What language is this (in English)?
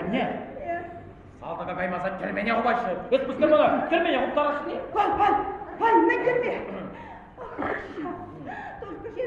Chuvash